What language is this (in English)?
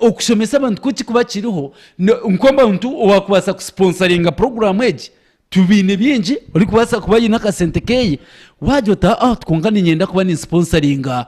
Nyankole